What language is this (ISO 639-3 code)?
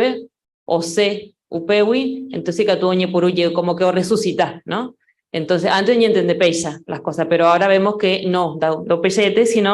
grn